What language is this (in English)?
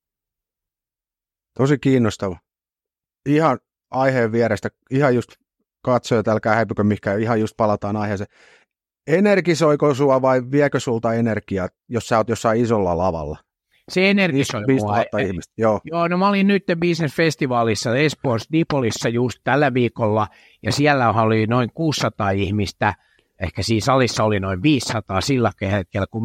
Finnish